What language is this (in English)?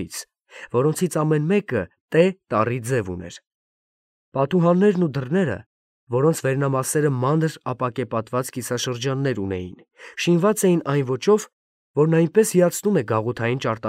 Armenian